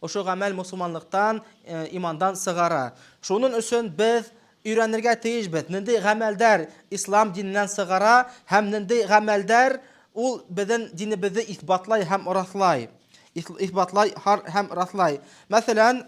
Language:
Bashkir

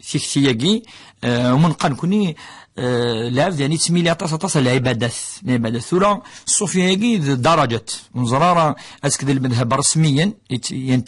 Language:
Kabyle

